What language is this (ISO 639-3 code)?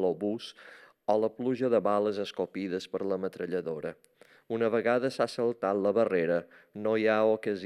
cat